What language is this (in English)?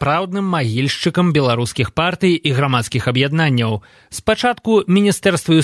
Belarusian